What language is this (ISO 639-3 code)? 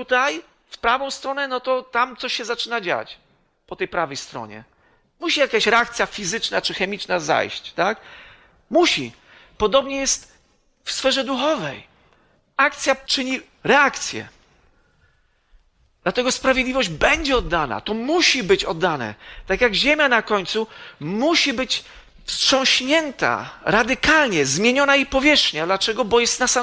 pol